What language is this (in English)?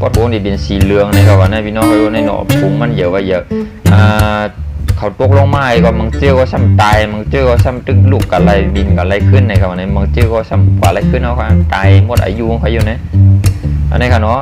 Shan